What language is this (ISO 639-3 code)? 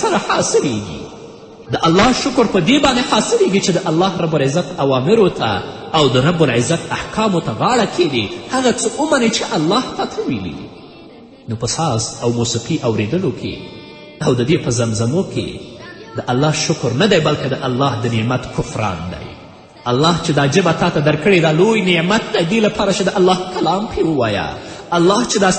pus